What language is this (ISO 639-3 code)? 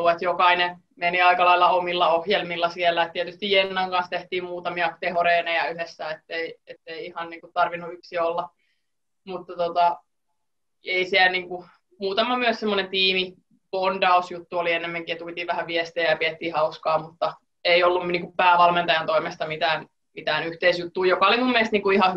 fin